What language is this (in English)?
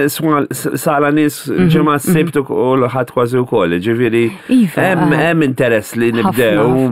Maltese